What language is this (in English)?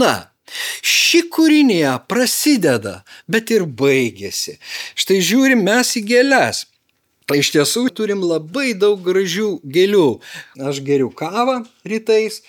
Lithuanian